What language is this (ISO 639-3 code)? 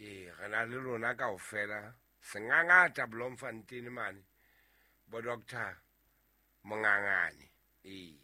sot